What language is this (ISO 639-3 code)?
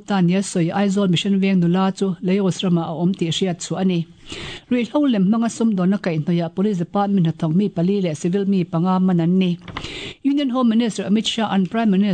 lus